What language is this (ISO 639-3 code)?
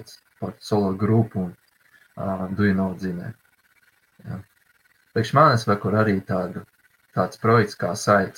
lav